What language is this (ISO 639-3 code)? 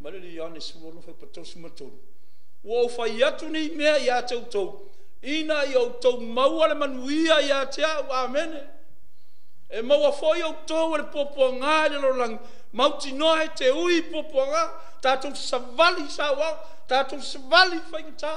smo